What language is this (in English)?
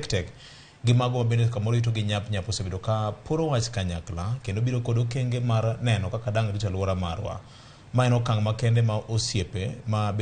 Luo (Kenya and Tanzania)